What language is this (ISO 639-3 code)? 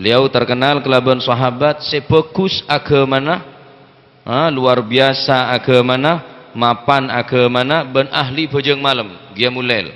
mad